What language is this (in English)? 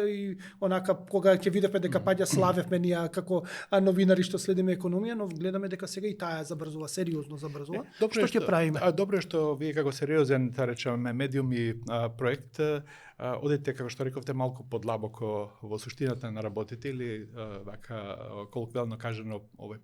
Macedonian